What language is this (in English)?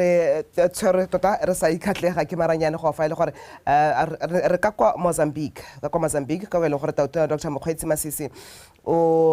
Tswana